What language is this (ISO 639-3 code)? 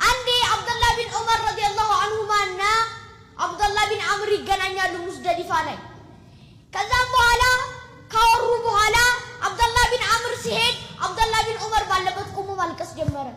amh